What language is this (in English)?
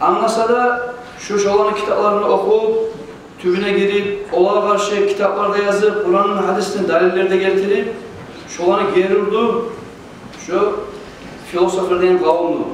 Kumyk